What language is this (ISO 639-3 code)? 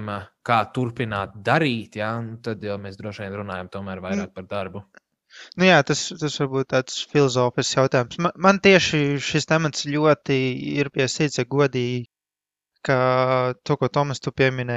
lav